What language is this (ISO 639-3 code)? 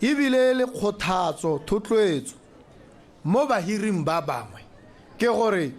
tsn